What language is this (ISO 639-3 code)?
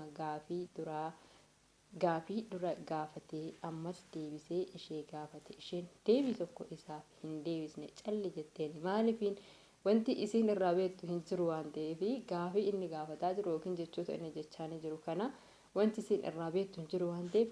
orm